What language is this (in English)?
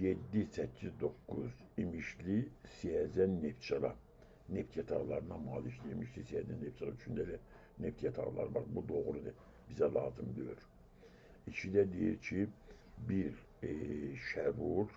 Azerbaijani